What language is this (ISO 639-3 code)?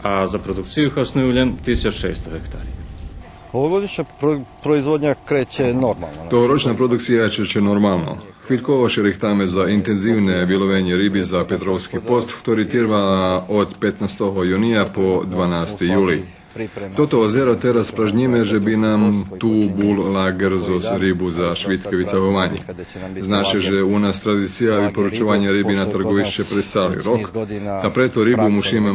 rue